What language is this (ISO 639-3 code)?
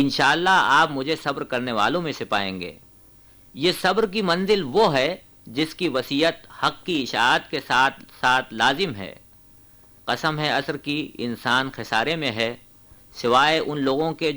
urd